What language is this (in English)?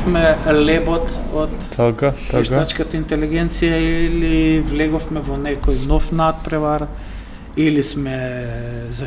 Macedonian